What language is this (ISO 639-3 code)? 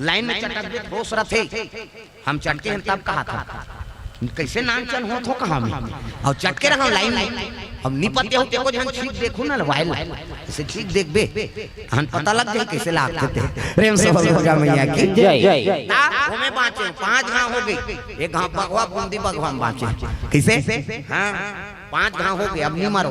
hne